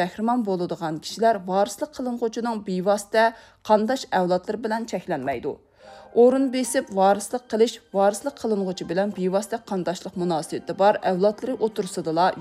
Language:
Uyghur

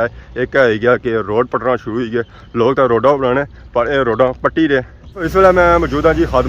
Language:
Pahari-Potwari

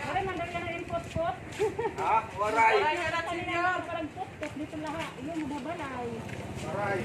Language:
Waray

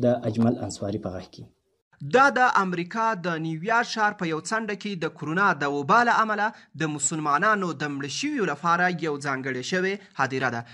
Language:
Pashto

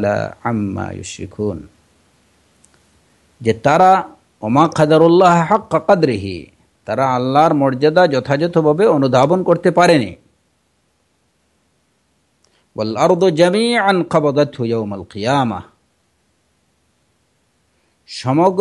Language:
Bangla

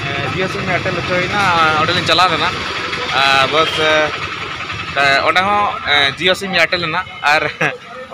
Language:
Santali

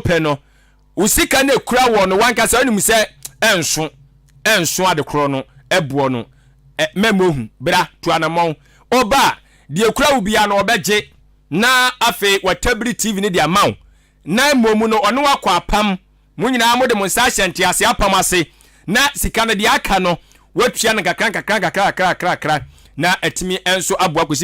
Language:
Akan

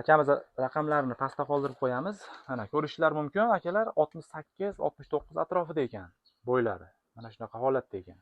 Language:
Uzbek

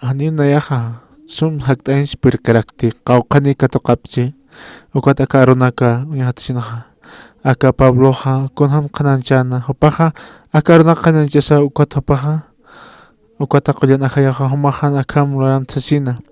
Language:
Aymara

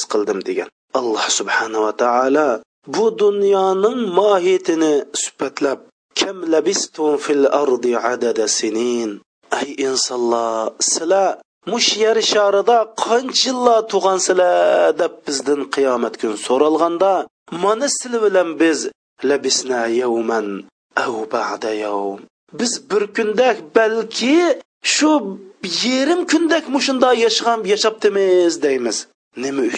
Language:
Uyghur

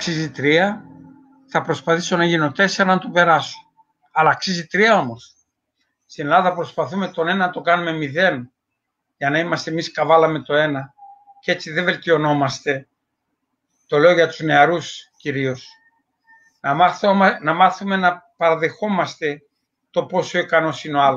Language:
Greek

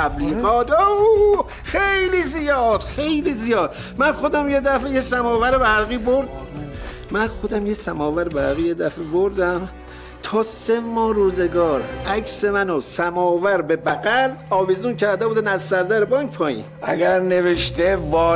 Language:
Persian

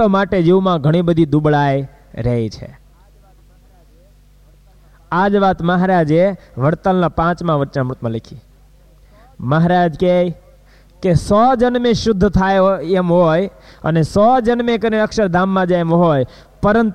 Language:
Gujarati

